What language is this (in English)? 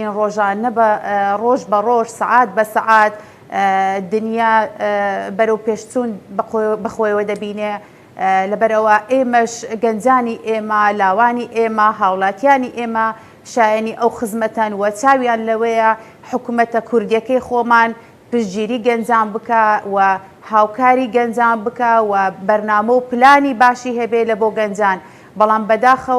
Central Kurdish